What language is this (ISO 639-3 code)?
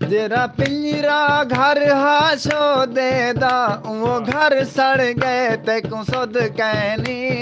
skr